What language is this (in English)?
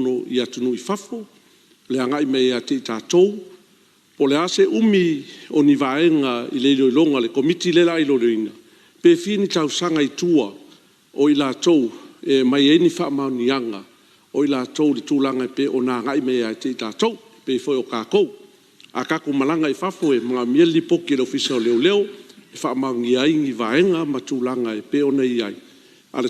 Samoan